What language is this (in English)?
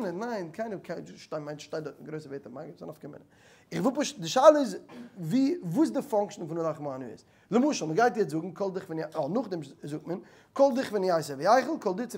Yiddish